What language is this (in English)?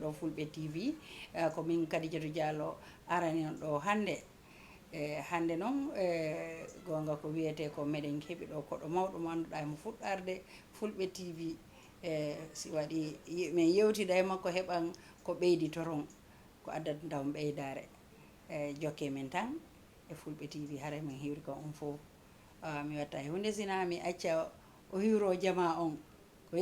Fula